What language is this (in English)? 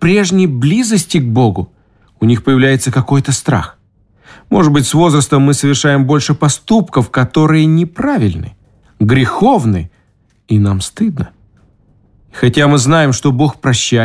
Russian